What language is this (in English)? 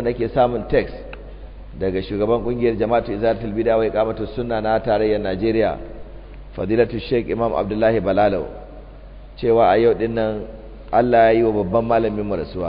Hausa